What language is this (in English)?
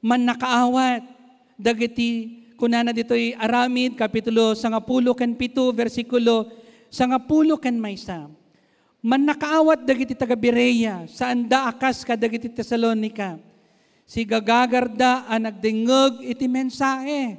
Iloko